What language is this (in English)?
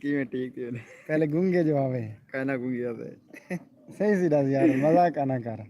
Saraiki